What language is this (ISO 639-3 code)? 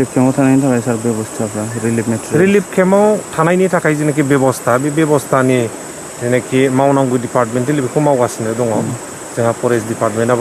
brx